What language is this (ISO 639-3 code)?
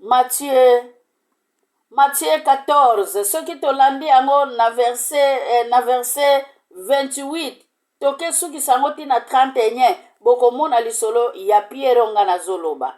lin